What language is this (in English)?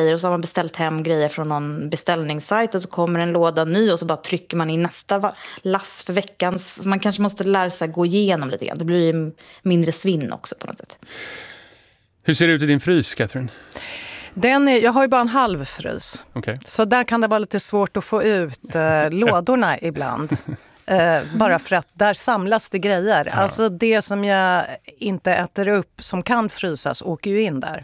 Swedish